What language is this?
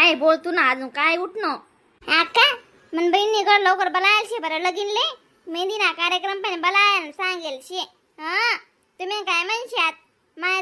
Khandesi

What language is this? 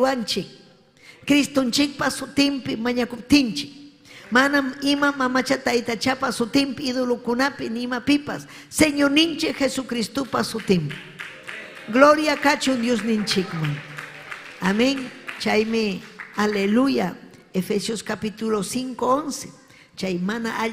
Ayacucho Quechua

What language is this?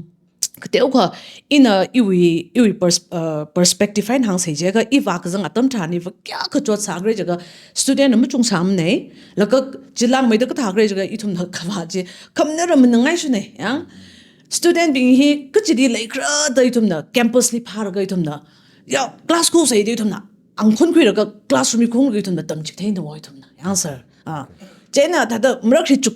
Tangkhul Naga (India)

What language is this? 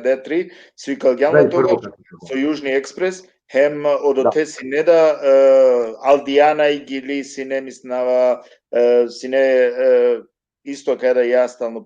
Balkan Romani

